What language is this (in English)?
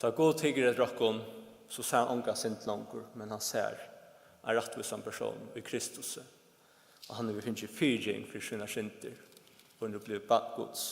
Faroese